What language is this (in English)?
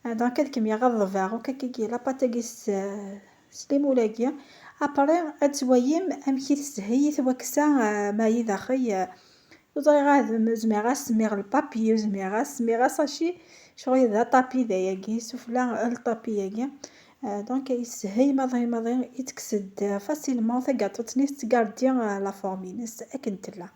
Kabyle